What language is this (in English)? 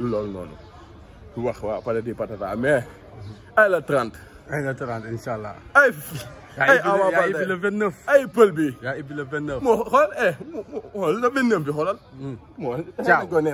Wolof